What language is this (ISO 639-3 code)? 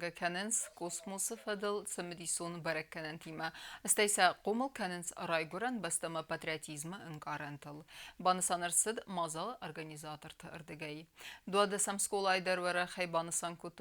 oss